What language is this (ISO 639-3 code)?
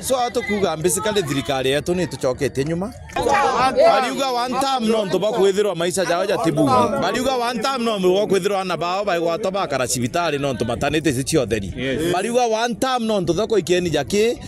mer